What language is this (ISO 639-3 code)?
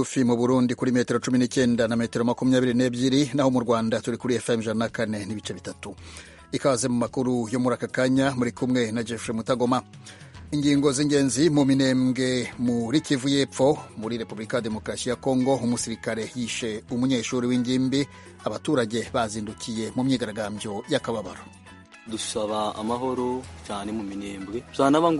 kin